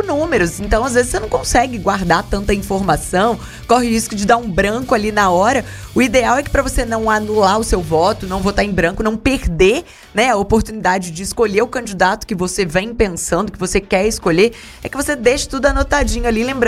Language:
Portuguese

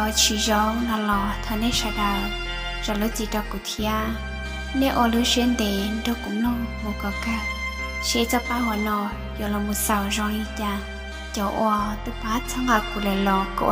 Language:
Hmong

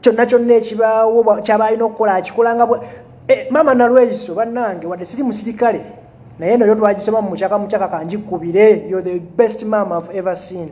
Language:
Ganda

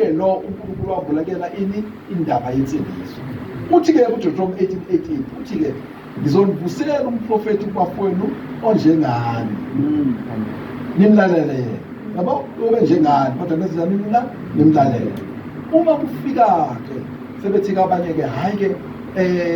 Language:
Zulu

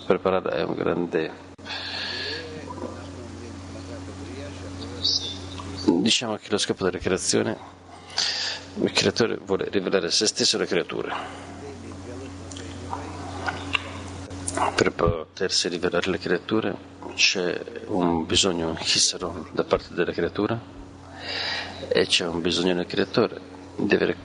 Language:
Italian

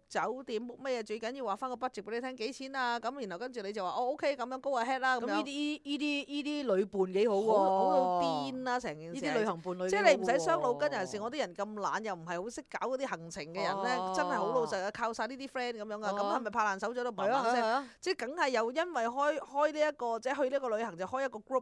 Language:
Cantonese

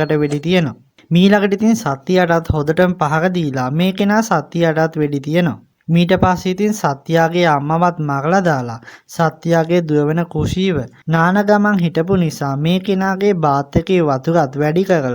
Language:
Sinhala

